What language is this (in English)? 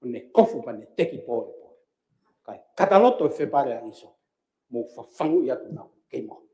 Tongan